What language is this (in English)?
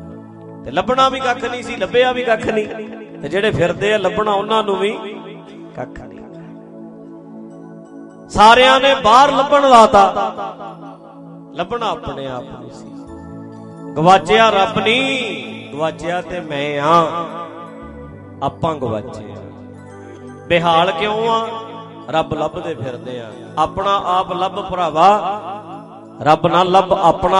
Punjabi